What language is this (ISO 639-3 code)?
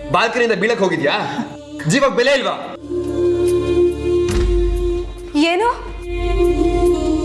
kan